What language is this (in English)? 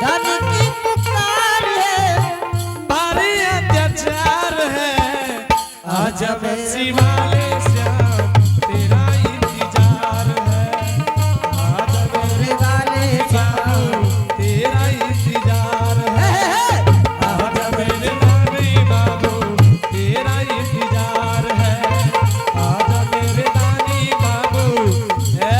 Angika